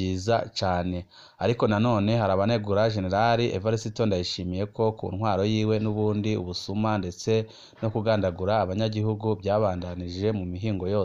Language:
Rundi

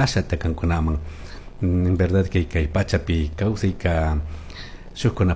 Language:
Chimborazo Highland Quichua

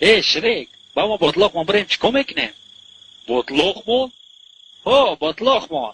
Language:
Tajik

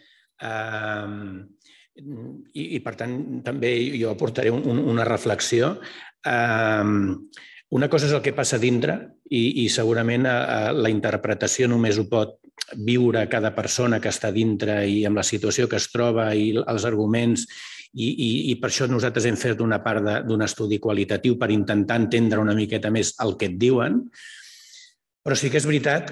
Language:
Catalan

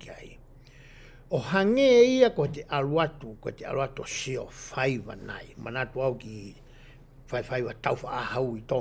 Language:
Tongan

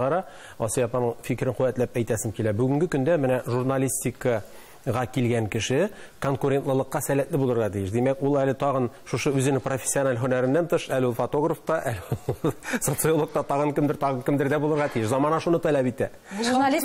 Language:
Tatar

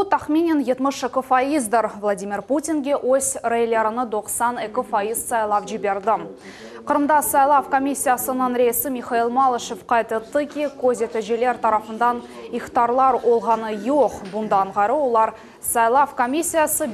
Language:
Crimean Tatar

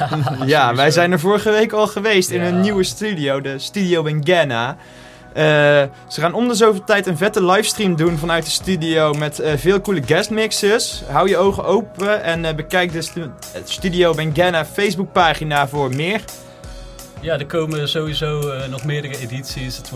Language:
Dutch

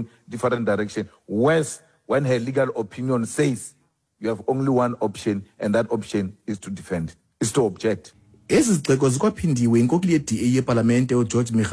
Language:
Xhosa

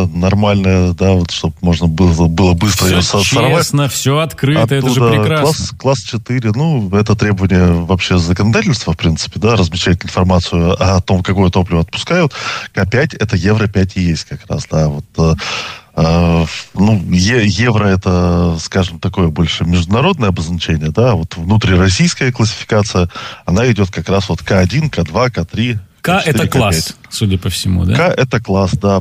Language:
Russian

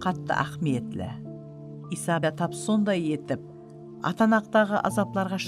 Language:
Kara-Kalpak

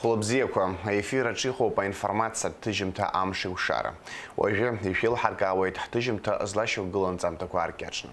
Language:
Abkhazian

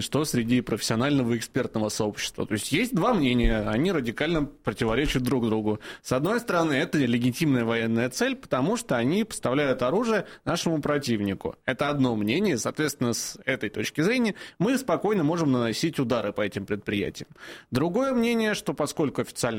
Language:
Russian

